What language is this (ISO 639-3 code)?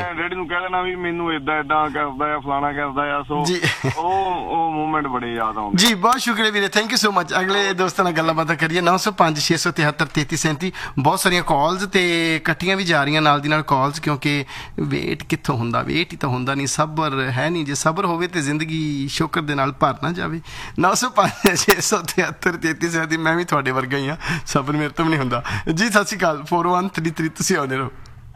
pan